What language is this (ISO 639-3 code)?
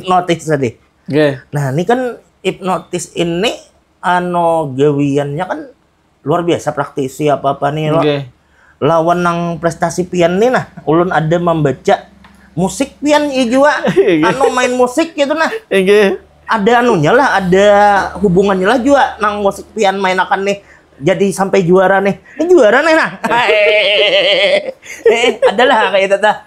bjn